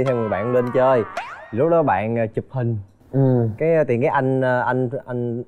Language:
Vietnamese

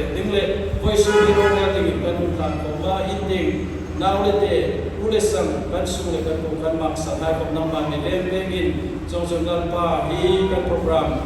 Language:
Hmar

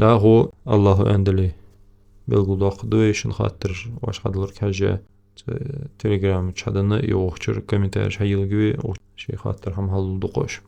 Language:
Ingush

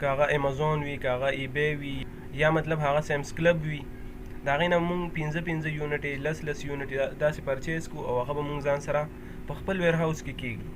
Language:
Pashto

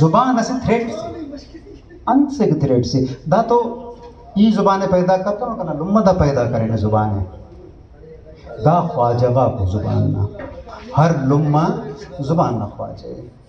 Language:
Brahui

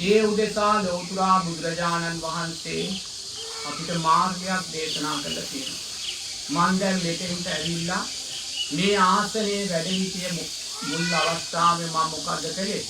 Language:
Sinhala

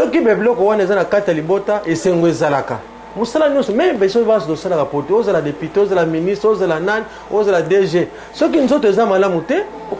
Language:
Lingala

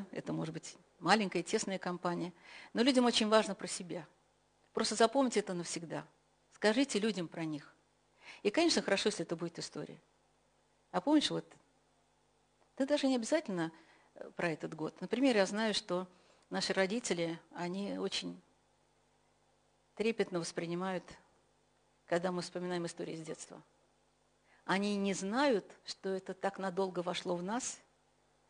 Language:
Russian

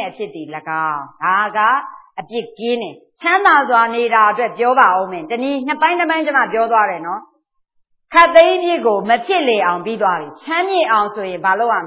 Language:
Burmese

